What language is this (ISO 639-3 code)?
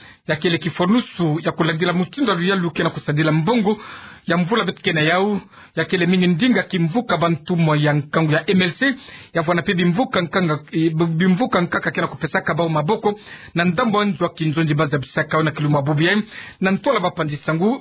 ktu